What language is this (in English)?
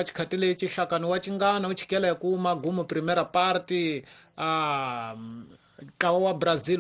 Tsonga